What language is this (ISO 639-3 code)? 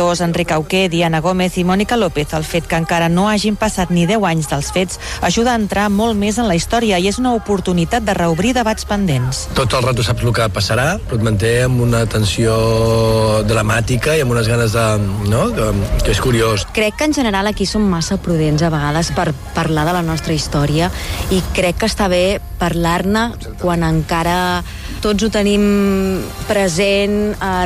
cat